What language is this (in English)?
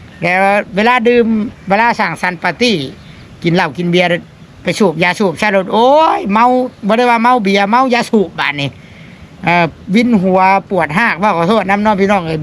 Northeastern Thai